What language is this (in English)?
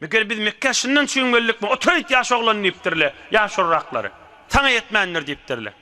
Turkmen